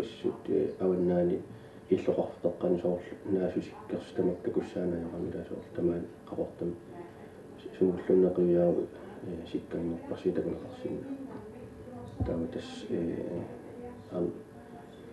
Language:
Kalaallisut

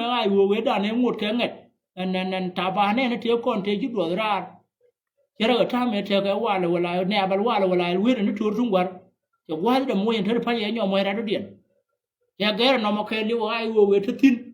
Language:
Nuer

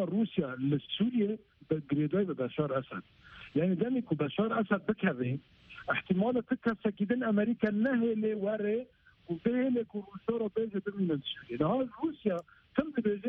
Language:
Kurdish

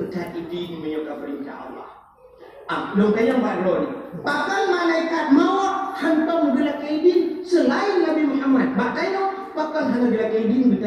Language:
Achinese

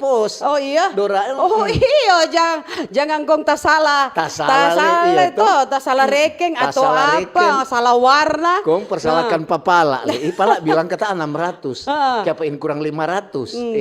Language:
Manado Malay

